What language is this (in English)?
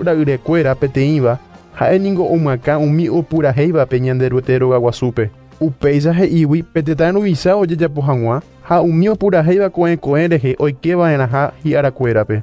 Guarani